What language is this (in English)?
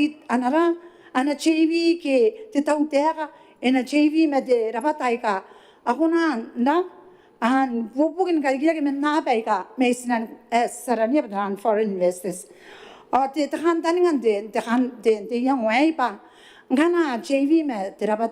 Gilbertese